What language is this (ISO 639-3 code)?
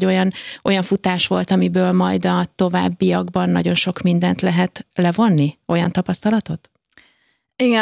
hun